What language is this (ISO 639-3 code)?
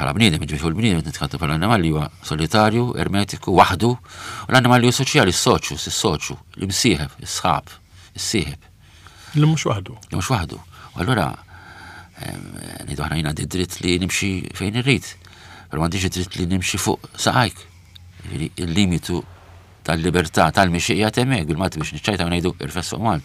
mlt